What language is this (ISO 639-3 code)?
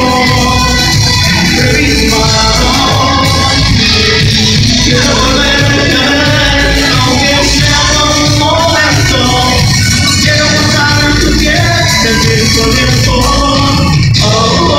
spa